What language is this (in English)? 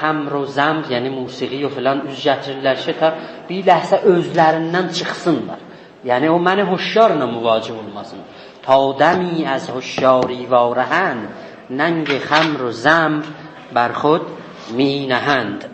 South Azerbaijani